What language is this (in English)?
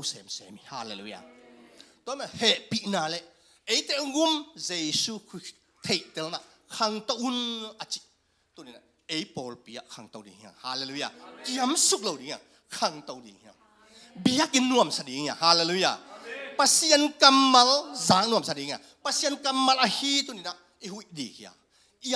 Tedim Chin